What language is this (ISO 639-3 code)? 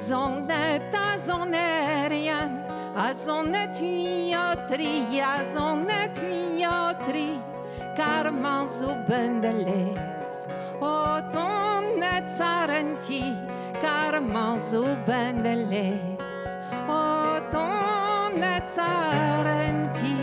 bre